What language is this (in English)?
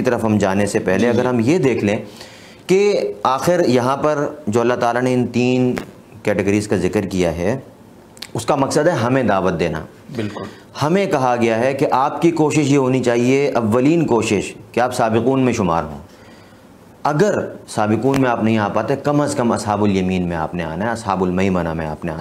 Urdu